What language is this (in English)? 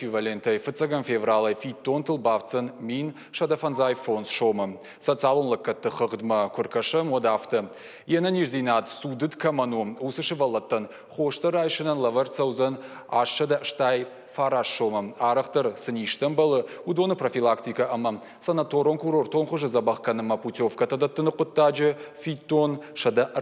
Ossetic